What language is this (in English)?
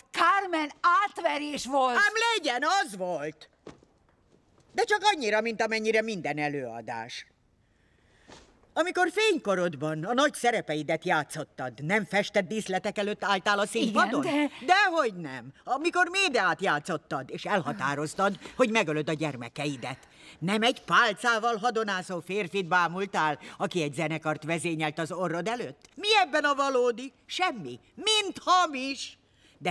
Hungarian